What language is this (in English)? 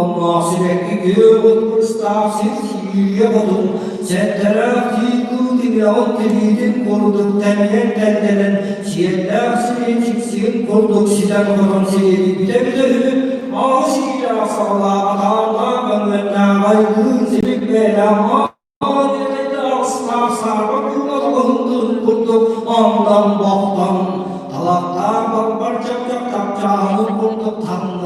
Yakut